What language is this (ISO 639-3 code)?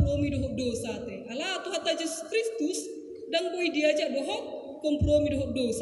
bbc